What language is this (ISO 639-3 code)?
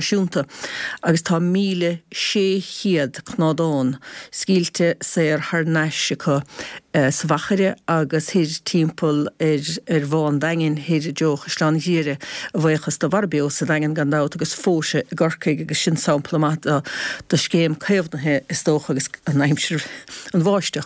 gle